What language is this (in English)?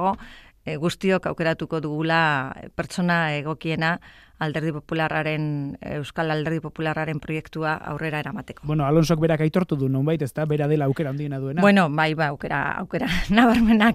Basque